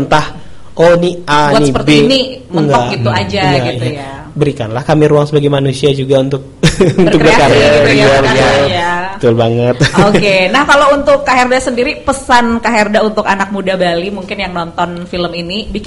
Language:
Indonesian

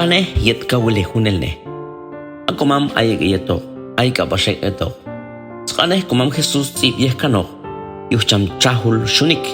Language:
Q'anjob'al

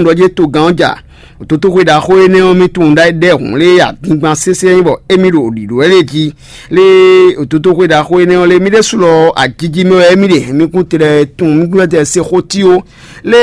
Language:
Fon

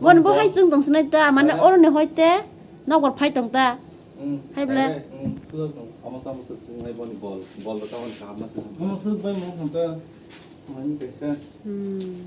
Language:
Kok Borok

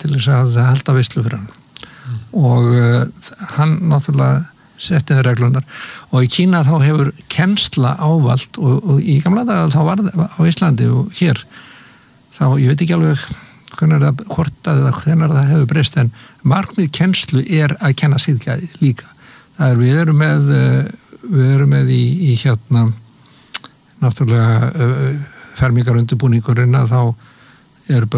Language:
Icelandic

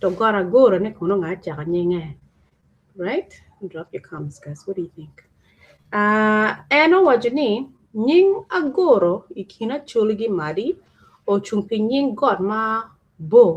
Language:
Acoli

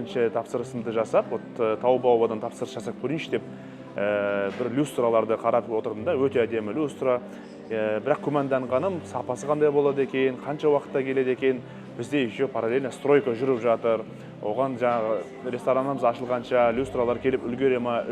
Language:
Kazakh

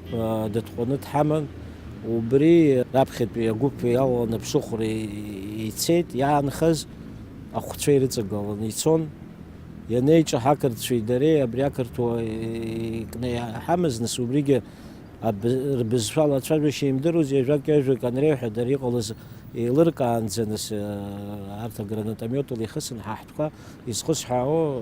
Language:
Abkhazian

